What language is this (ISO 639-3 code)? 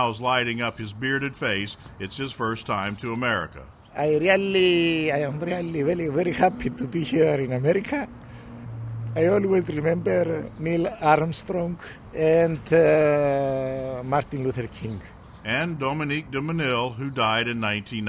eng